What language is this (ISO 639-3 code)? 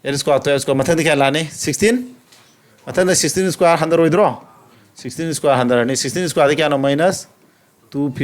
mni